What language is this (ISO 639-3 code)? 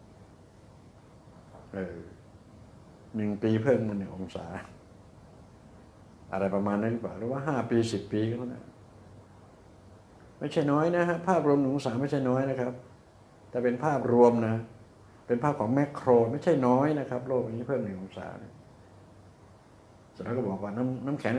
tha